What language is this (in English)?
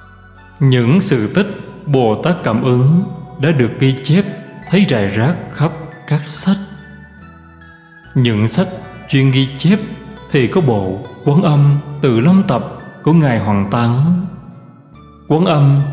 Vietnamese